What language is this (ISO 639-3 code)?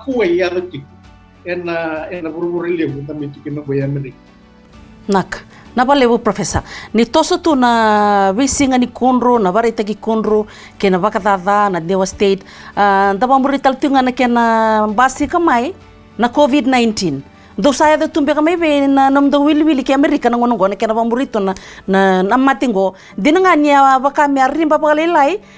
fij